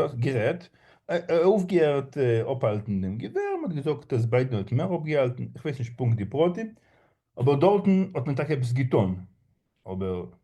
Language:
Yiddish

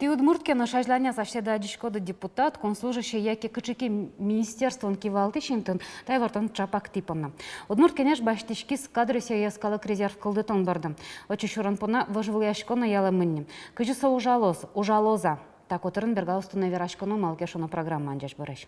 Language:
Udmurt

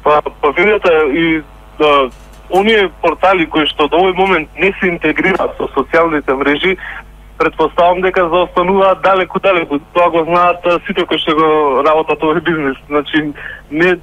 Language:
Macedonian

